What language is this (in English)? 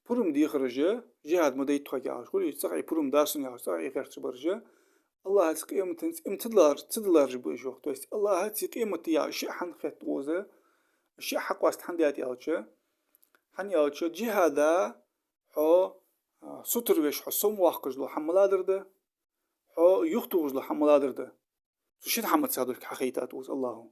Ingush